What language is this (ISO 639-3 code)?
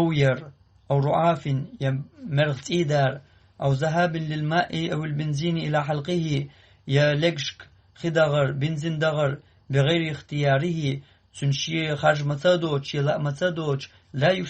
che